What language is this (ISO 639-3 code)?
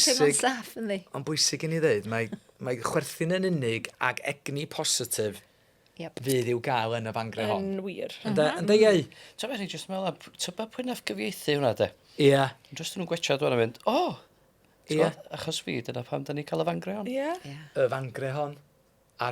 cym